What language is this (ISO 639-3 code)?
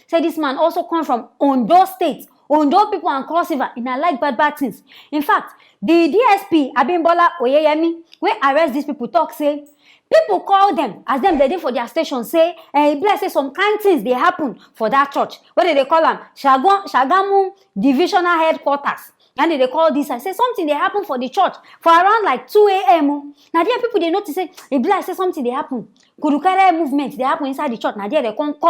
pcm